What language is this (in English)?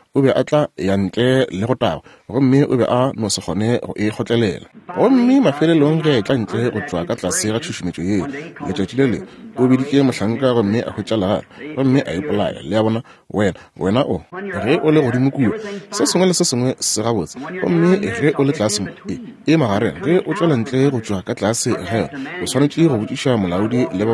Northern Sotho